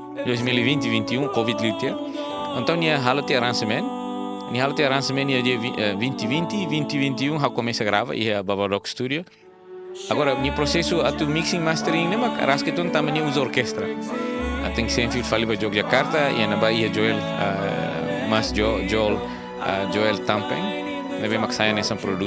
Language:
Tetum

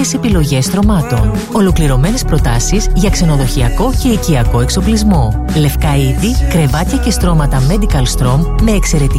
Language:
Greek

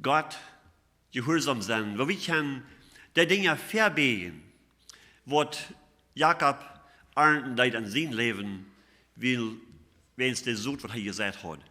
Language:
Plautdietsch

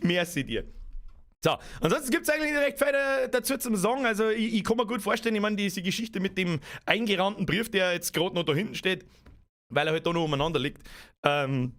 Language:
Bavarian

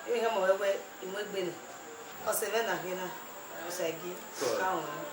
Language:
Bini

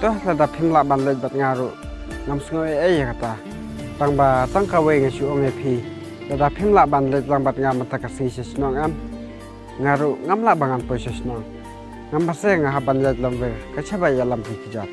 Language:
Khasi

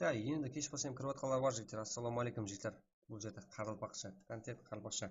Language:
Kara-Kalpak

